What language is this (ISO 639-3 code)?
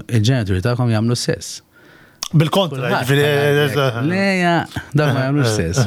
mlt